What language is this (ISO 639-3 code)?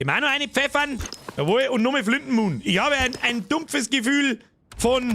bar